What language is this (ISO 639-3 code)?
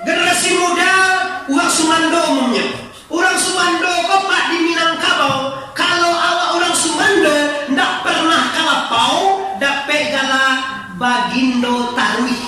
min